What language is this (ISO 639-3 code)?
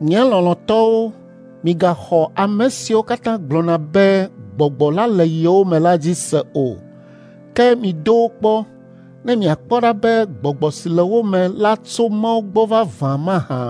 ewe